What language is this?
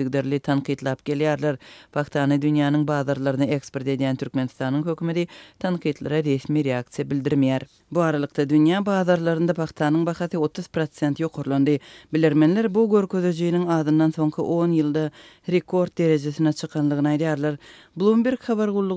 Turkmen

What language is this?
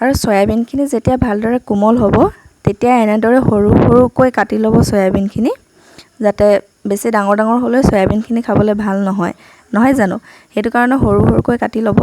Assamese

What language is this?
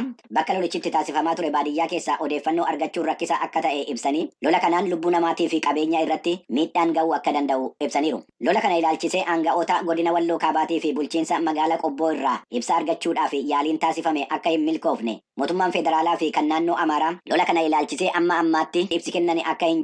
Oromo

